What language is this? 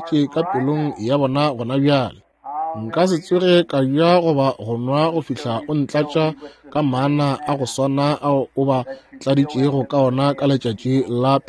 Northern Sotho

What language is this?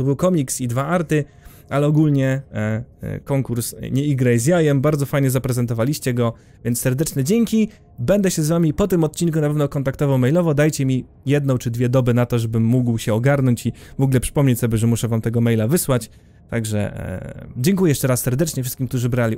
Polish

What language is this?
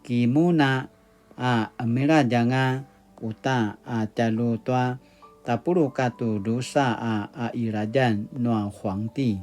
Paiwan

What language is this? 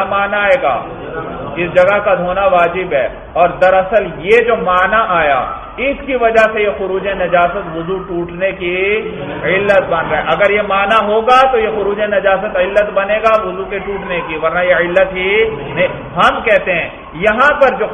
Urdu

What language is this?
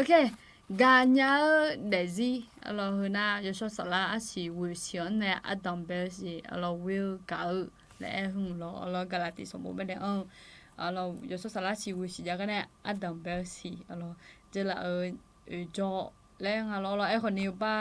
Akha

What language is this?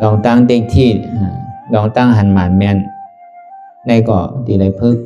Shan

